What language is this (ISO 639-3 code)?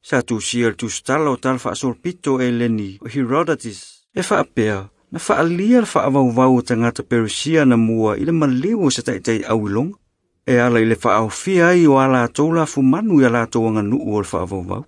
smo